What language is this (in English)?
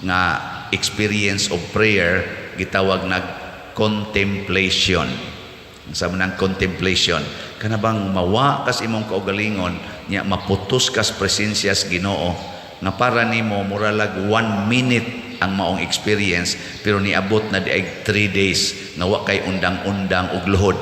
Cebuano